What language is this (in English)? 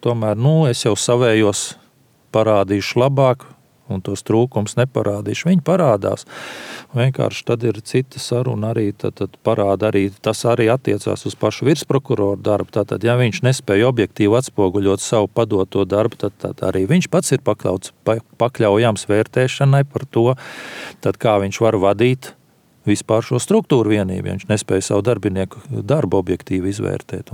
Latvian